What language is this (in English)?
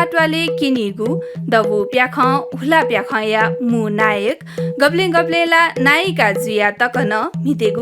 Newari